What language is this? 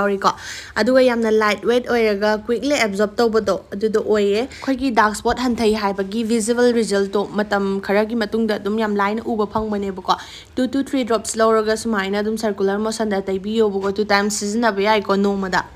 Manipuri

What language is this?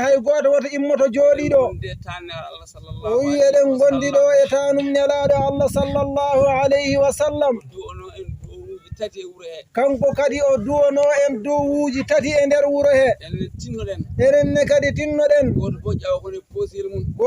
Fula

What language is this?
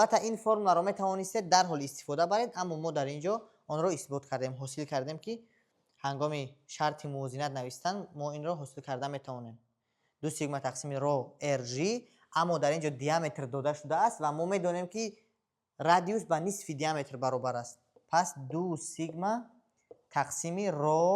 Tajik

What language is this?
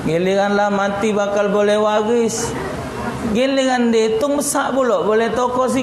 Musi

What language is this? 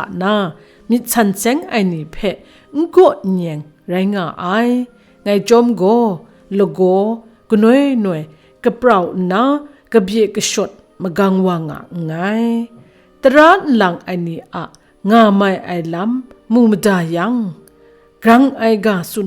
Kachin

